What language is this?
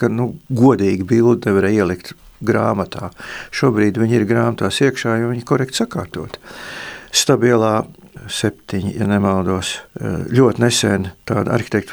Latvian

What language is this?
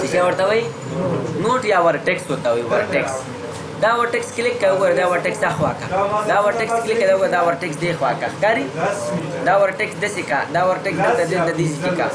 Pashto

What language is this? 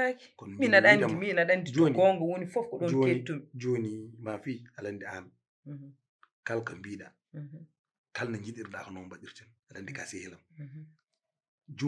Fula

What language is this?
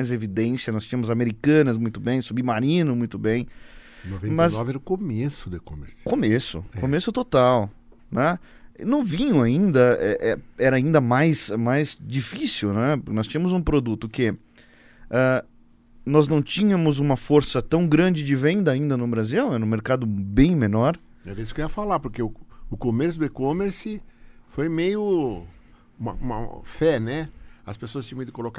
Portuguese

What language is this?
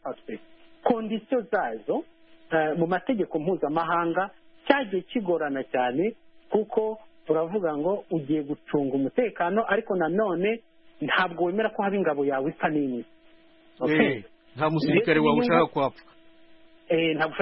Kinyarwanda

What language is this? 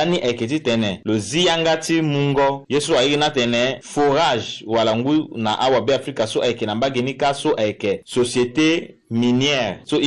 Sango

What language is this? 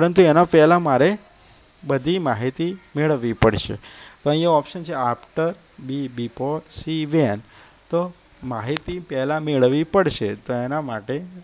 Gujarati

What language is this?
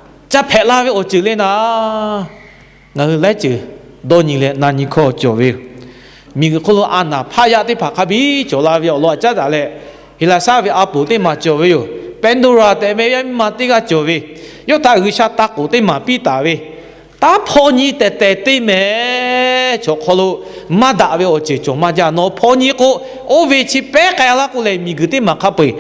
Lahu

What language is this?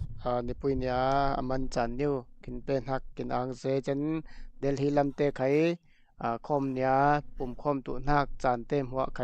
Falam Chin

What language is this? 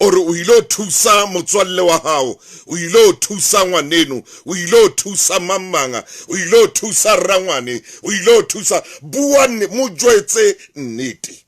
Southern Sotho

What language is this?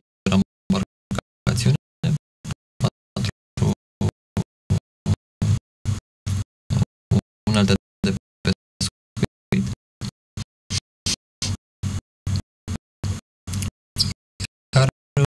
Romanian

